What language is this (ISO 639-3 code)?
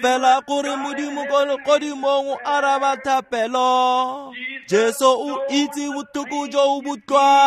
tsn